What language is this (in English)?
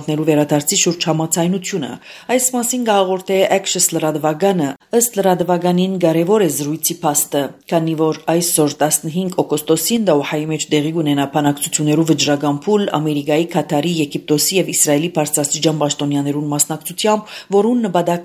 Armenian